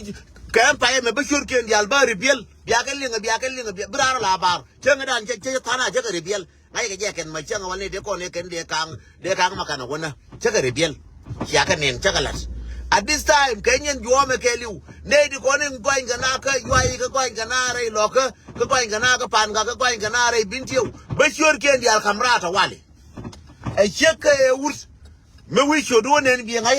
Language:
Nuer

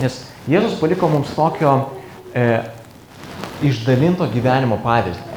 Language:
Lithuanian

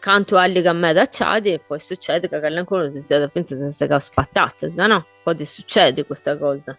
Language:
Sardinian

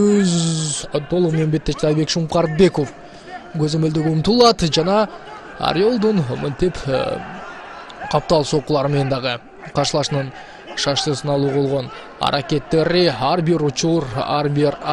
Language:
Kyrgyz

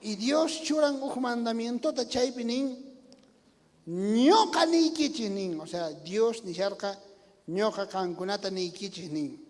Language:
South Bolivian Quechua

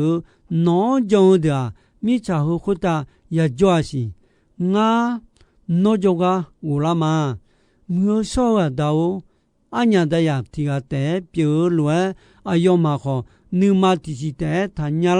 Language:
Akha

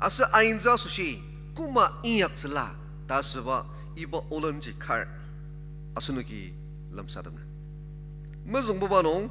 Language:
Ao Naga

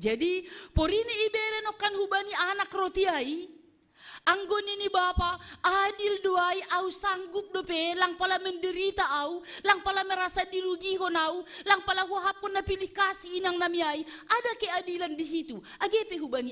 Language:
Batak Simalungun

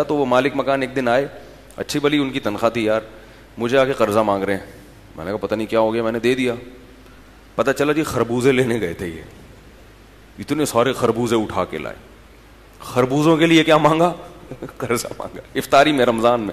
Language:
Urdu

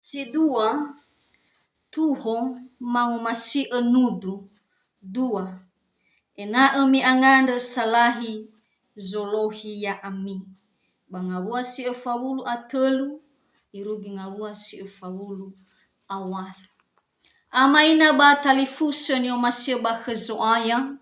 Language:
Nias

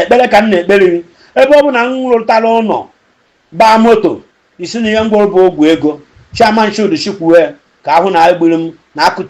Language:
Igbo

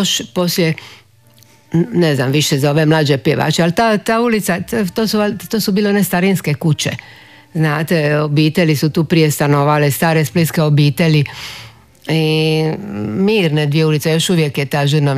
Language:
Croatian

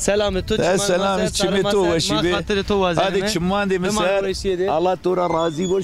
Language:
Zaza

